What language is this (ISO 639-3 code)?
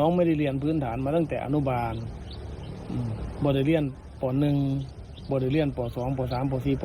tts